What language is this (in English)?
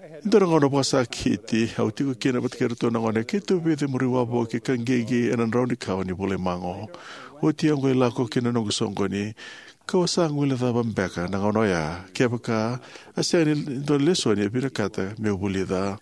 Fijian